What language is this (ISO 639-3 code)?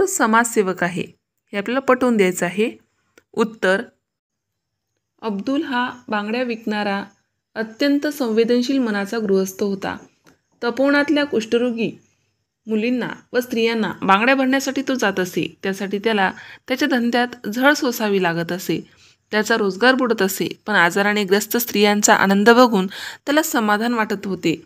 mar